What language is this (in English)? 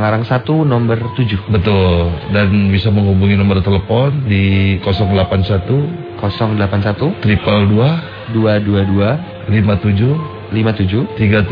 Indonesian